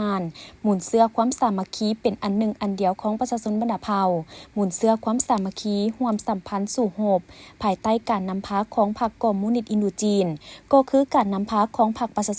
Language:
Lao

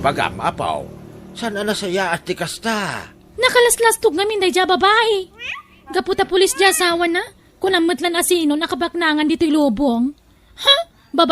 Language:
Iloko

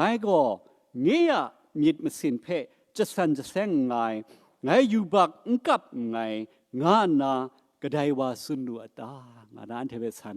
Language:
Kachin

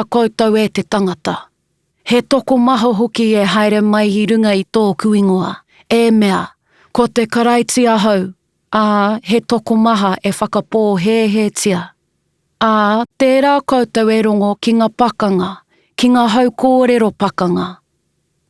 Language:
Māori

